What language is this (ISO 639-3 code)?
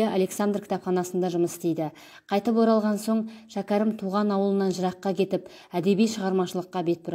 kaz